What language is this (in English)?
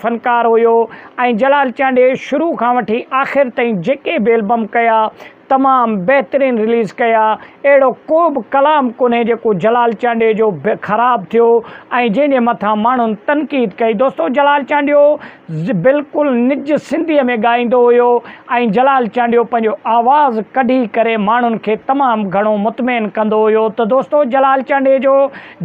Sindhi